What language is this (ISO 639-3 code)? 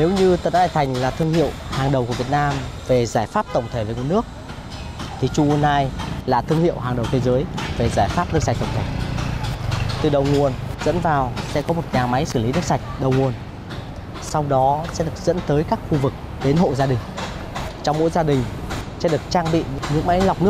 vie